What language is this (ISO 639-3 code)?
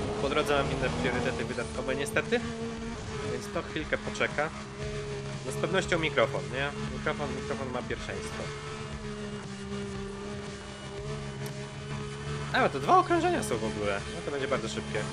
pol